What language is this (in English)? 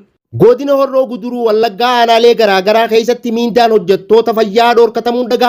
Oromo